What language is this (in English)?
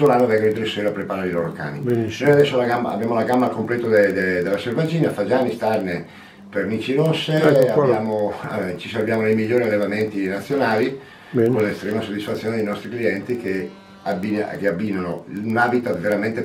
Italian